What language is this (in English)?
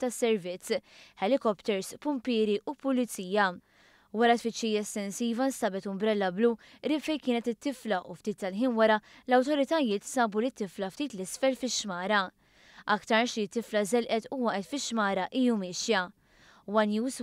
Maltese